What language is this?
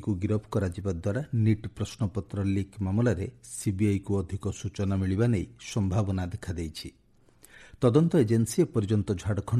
Odia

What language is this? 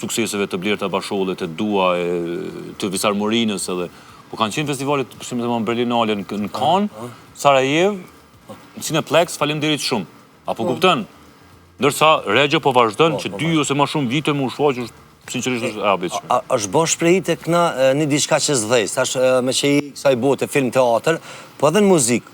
Albanian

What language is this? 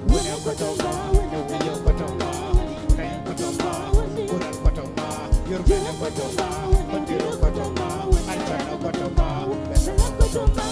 Fula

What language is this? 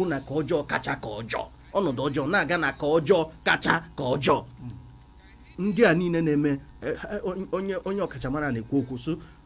Igbo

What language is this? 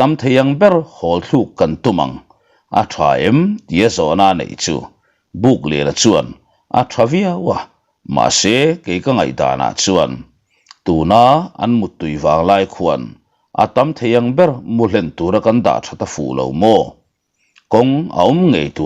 Mizo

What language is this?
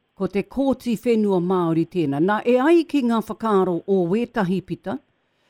Māori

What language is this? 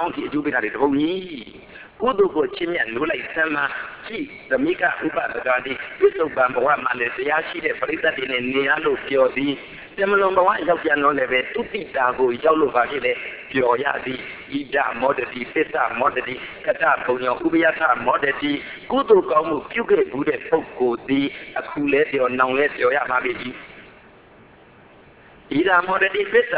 Burmese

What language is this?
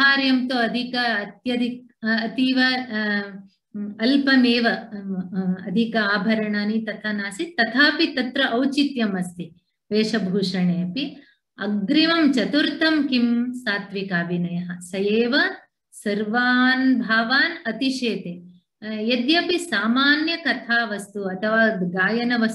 Sanskrit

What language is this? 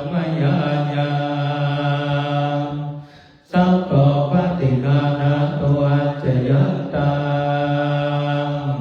Pali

